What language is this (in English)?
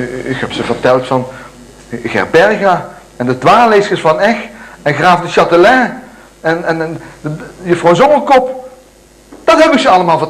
Limburgish